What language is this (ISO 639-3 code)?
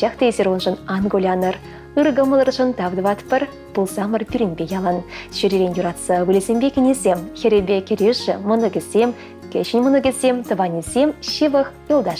chv